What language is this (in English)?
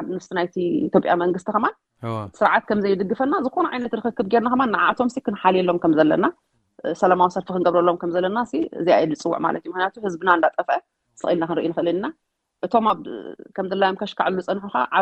Tigrinya